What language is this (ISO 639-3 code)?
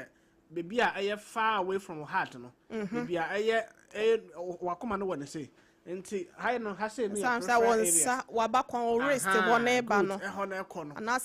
aka